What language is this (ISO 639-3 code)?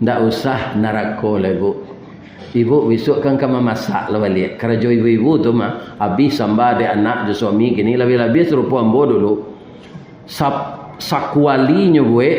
min